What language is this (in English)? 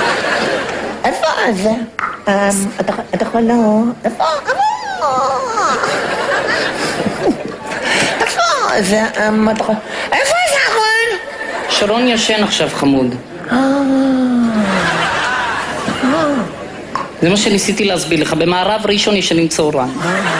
Hebrew